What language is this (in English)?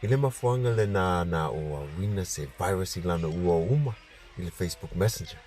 Samoan